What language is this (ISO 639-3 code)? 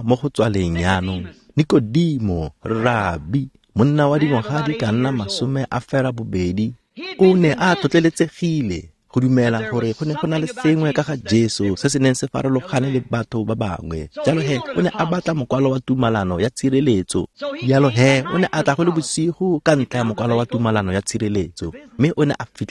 tsn